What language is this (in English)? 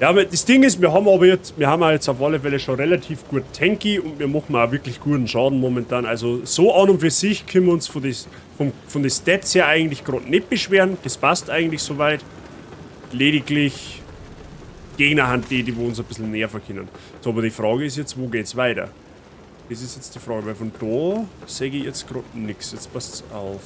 Bavarian